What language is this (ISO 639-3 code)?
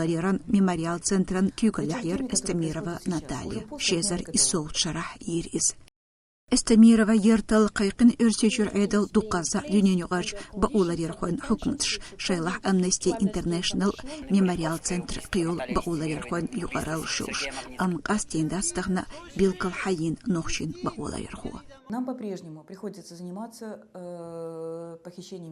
che